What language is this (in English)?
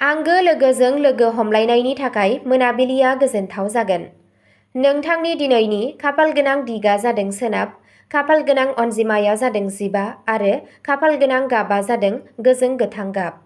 Bodo